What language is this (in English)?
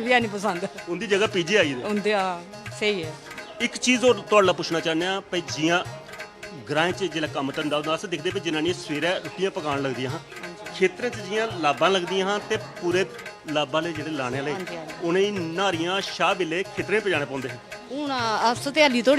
Dogri